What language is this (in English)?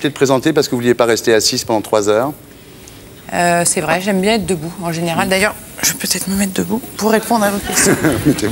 French